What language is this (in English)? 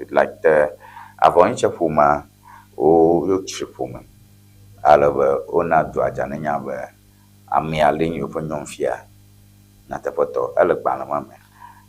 Ewe